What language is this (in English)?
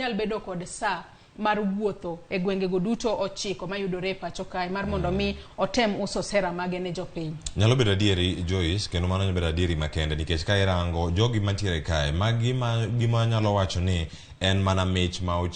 Luo (Kenya and Tanzania)